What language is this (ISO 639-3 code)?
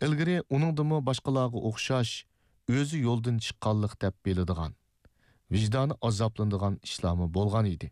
uig